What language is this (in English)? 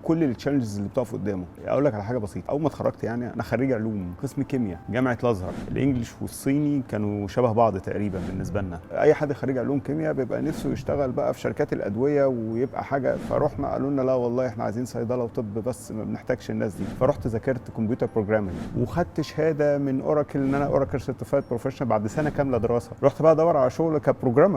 Egyptian Arabic